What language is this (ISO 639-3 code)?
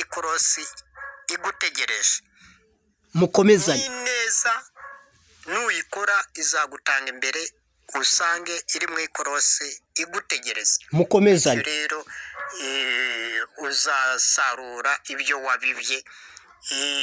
kin